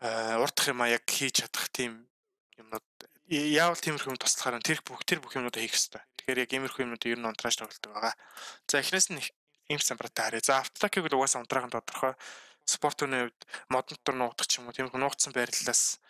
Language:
Mongolian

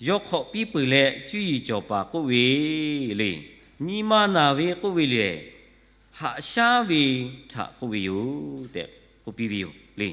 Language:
Lahu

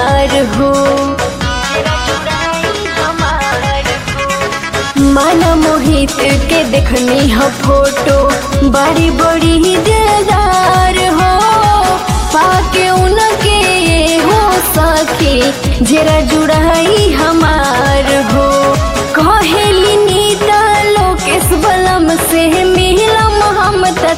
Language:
Bhojpuri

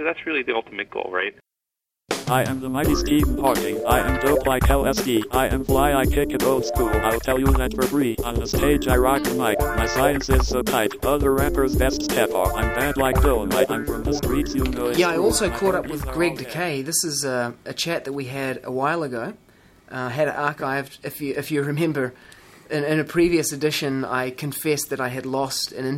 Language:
English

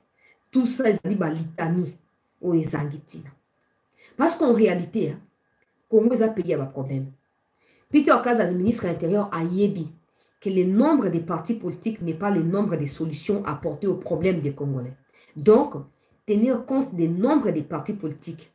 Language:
French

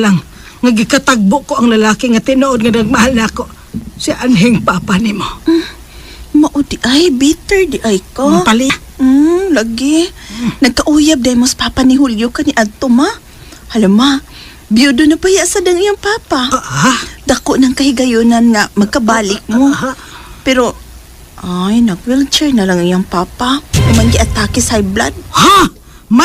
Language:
Cebuano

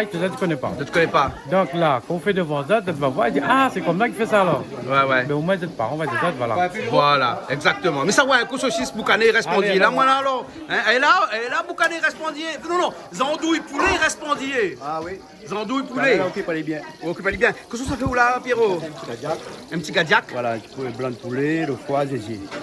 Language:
Réunion Creole French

